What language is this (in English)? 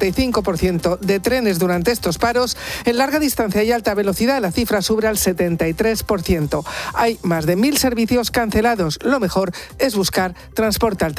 Spanish